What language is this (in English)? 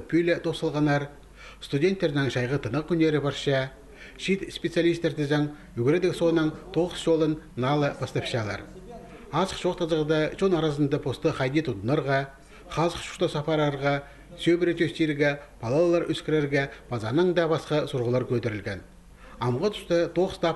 Khakas